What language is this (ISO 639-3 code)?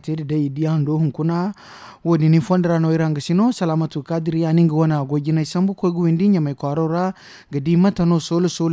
dje